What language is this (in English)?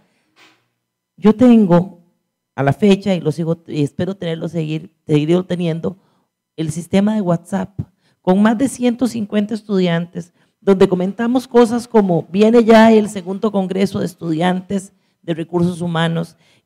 Spanish